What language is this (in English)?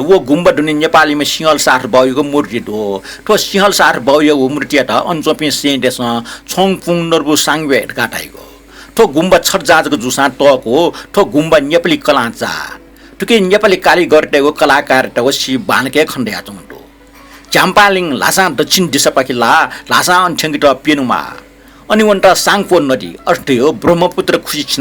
Newari